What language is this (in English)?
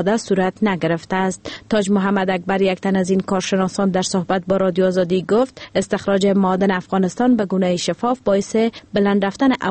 Persian